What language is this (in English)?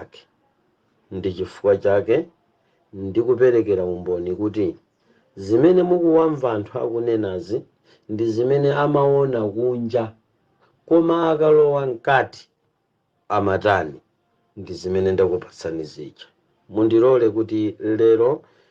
Nyanja